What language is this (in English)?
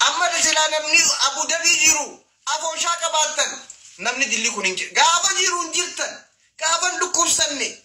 Oromo